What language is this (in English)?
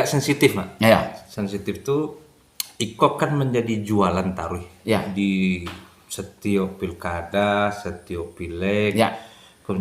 Minangkabau